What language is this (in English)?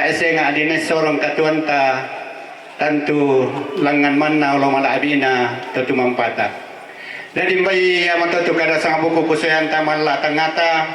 Toraja-Sa'dan